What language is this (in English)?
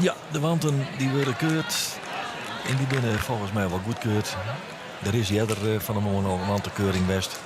Western Frisian